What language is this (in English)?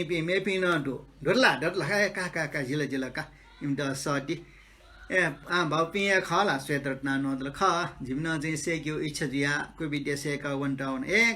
Newari